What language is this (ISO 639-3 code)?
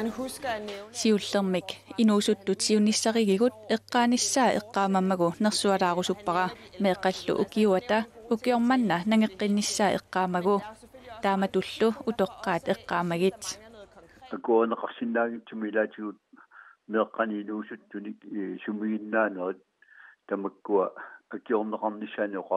kal